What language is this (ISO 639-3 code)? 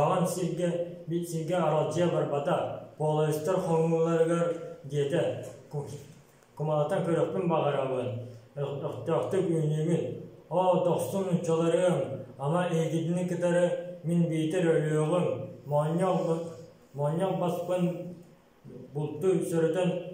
sah